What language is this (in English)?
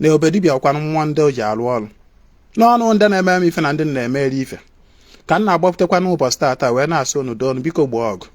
Igbo